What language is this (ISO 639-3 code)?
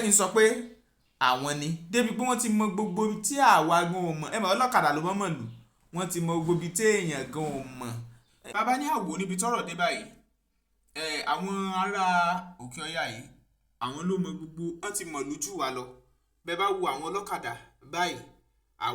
yor